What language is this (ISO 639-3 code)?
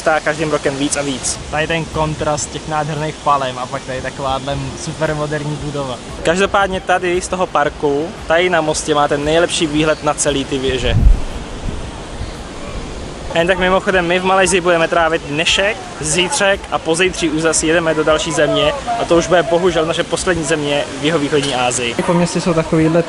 ces